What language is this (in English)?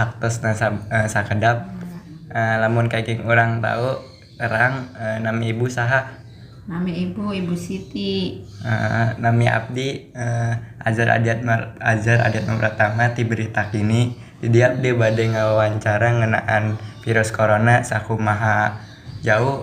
Sundanese